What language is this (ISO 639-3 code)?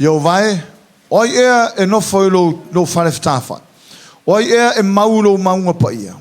smo